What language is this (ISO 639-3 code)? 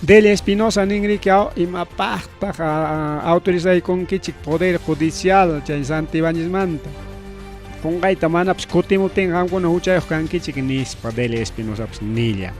quy